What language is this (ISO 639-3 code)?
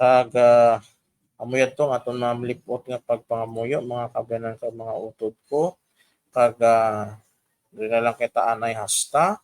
hil